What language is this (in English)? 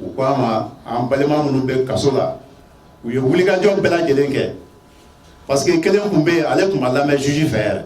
Bambara